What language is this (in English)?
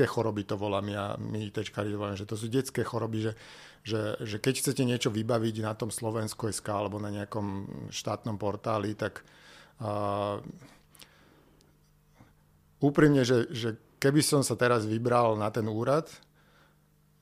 Slovak